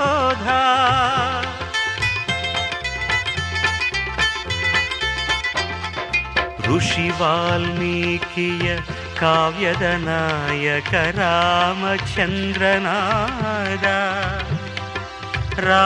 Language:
Kannada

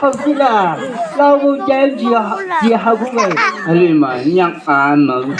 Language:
Chang Naga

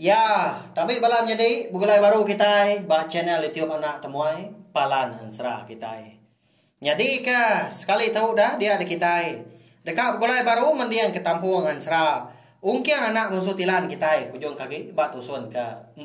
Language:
Iban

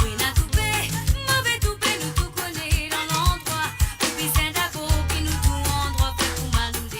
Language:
Morisyen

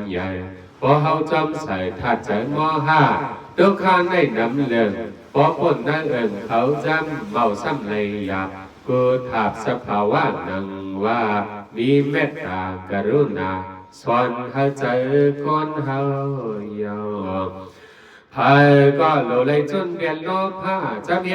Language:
Shan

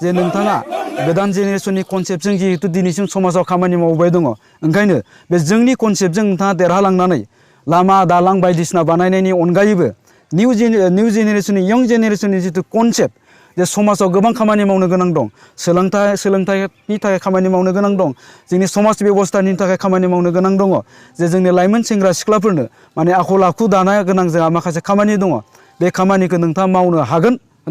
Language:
Bodo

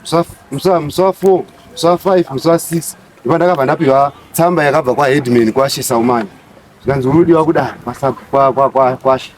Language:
Shona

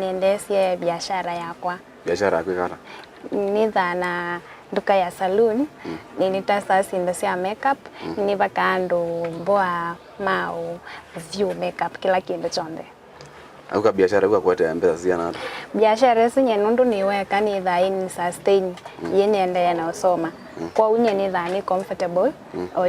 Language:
Kamba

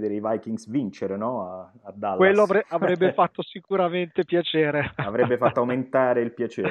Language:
Italian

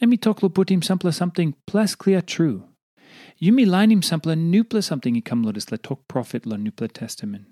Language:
Tok Pisin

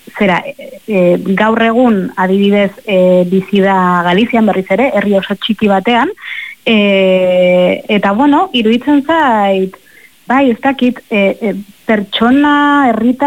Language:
Basque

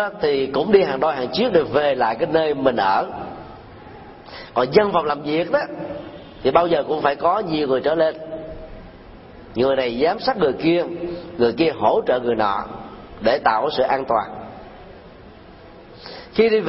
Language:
Vietnamese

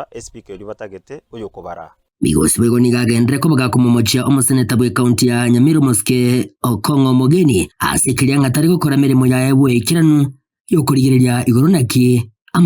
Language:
Gusii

